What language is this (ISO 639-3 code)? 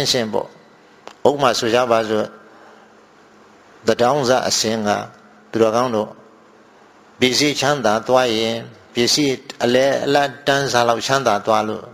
mya